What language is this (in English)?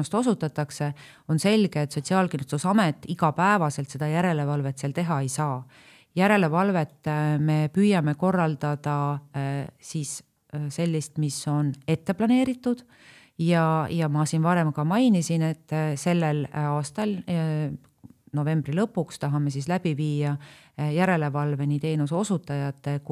Estonian